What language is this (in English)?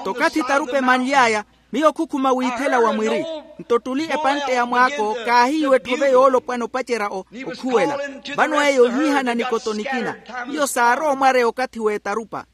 Makhuwa